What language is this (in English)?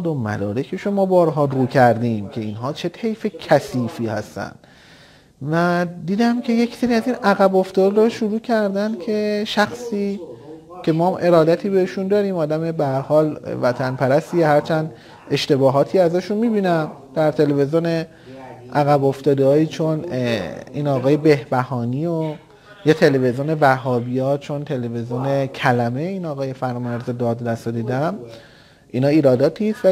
Persian